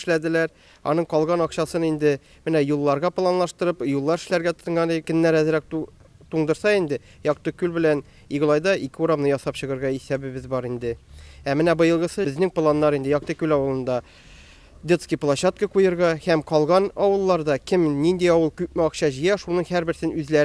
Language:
Tatar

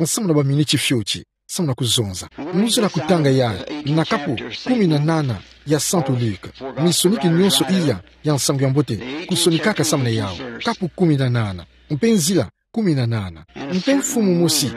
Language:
Kituba (Democratic Republic of Congo)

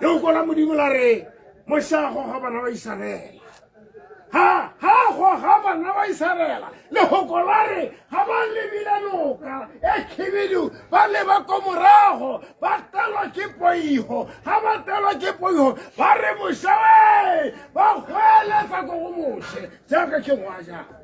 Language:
Tswana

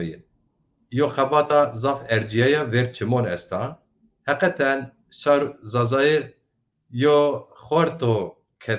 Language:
Zaza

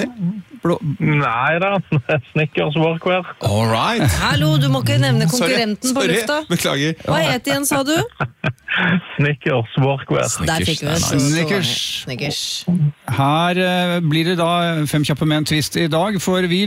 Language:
Norwegian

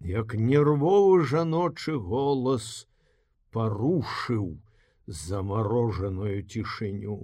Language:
Belarusian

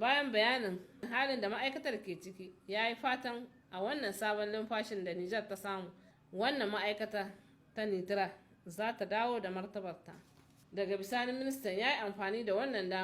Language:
Hausa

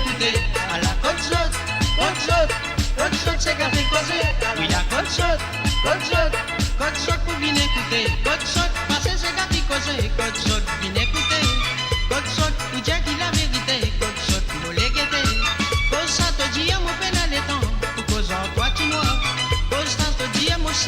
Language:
Morisyen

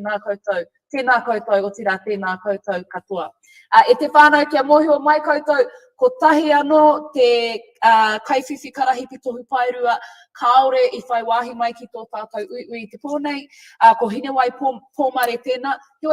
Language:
Māori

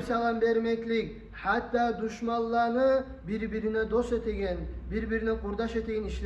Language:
Kumyk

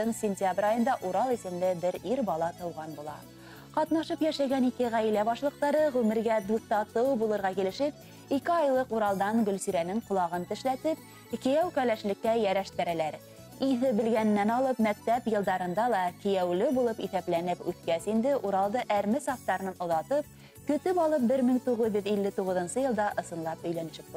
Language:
Bashkir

